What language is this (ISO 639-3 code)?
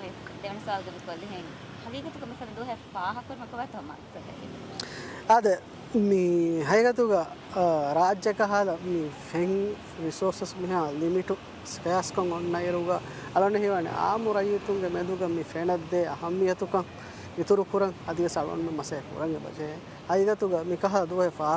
div